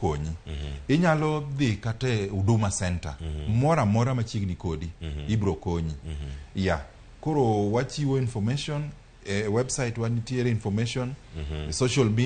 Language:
Luo (Kenya and Tanzania)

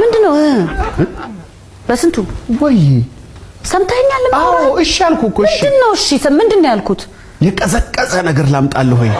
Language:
Amharic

